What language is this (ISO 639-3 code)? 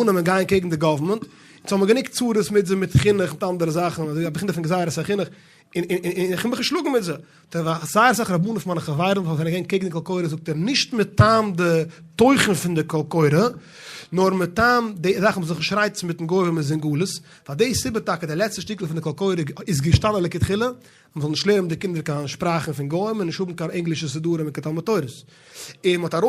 yid